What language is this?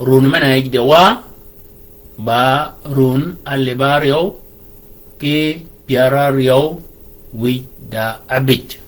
Shilluk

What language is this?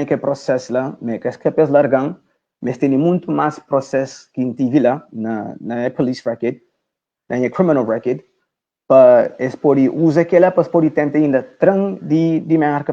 Kabuverdianu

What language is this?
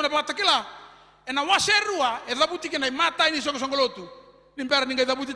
Fijian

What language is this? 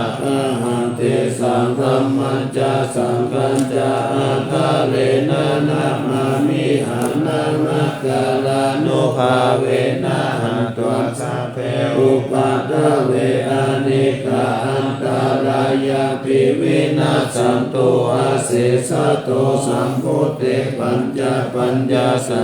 Pali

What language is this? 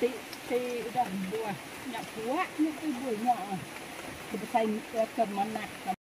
Iban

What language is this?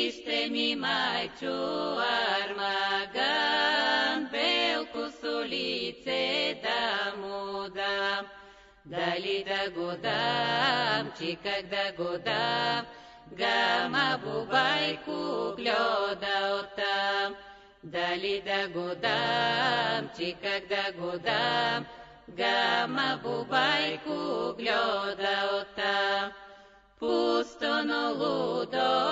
Bulgarian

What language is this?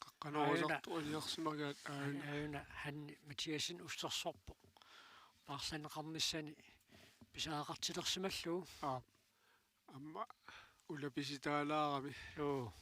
Kalaallisut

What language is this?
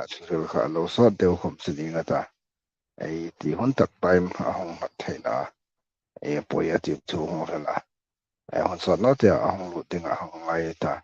Hmar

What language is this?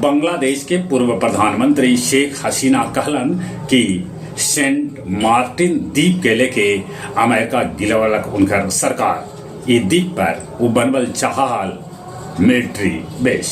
Magahi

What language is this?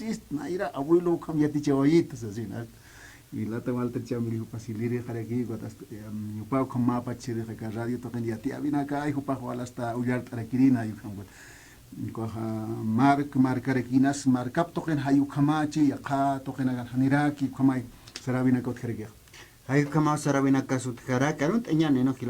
Aymara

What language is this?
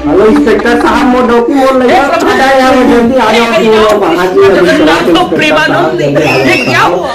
Chhattisgarhi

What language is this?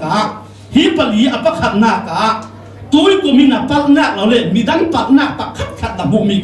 Falam Chin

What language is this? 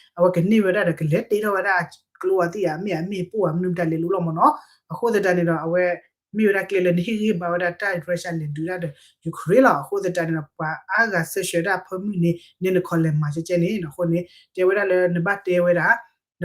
S'gaw Karen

